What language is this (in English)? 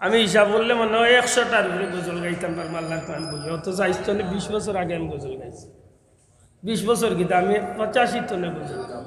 Sylheti